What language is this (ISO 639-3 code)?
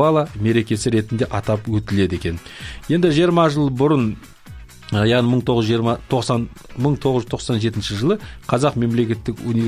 kaz